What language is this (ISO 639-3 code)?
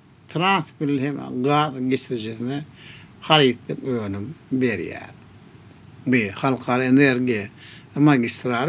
tuk